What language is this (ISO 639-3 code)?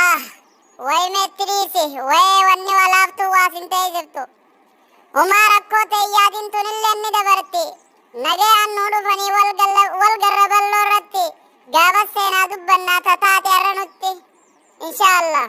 orm